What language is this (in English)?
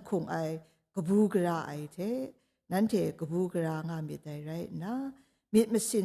Kachin